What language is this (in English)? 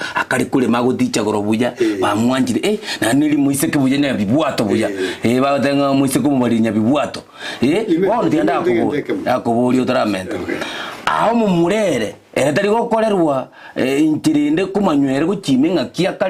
Gusii